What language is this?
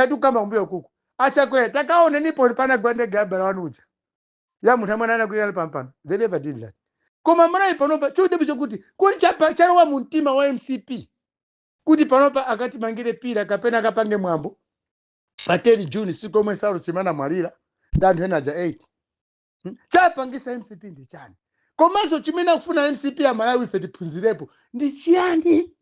Nyanja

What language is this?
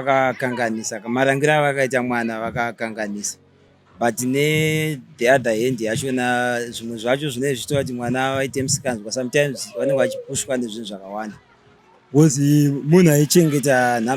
Shona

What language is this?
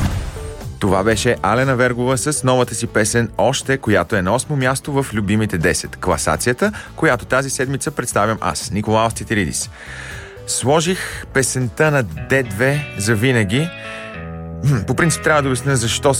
Bulgarian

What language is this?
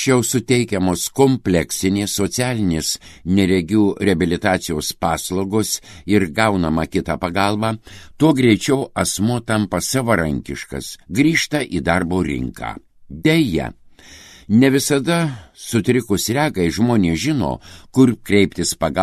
Lithuanian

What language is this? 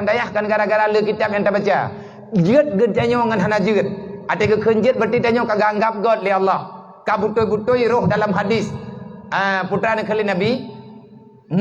Achinese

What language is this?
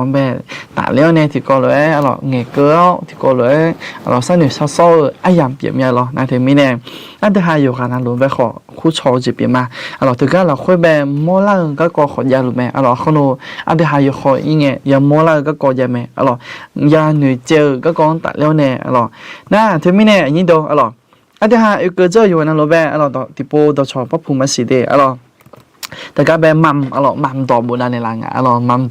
Akha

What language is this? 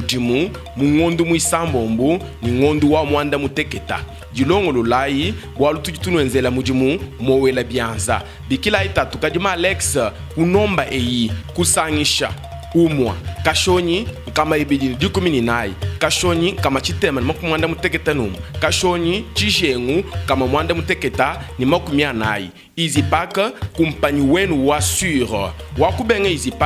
Luba-Lulua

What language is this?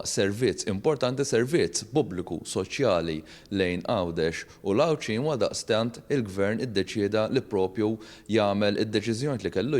Maltese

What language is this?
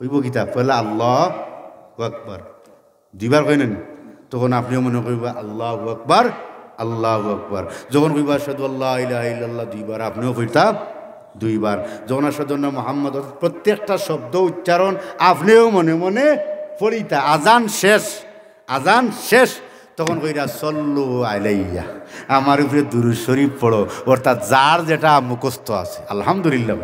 Sylheti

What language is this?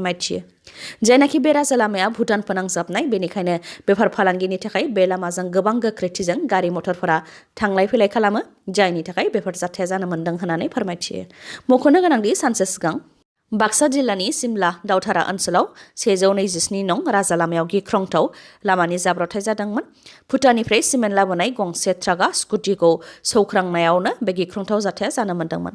Bodo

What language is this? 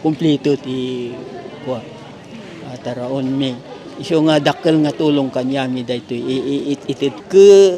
Iloko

